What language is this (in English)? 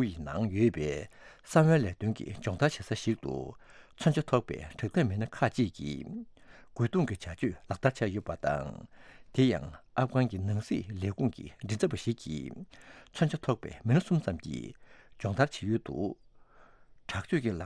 Tibetan